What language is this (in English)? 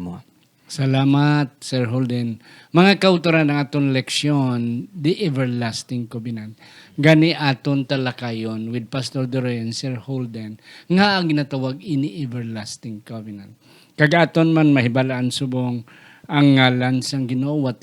Hiligaynon